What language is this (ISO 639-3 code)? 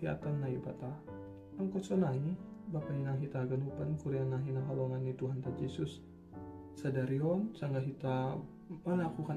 bts